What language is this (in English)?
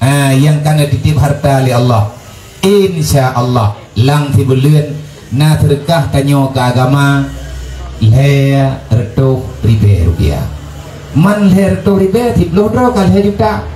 Achinese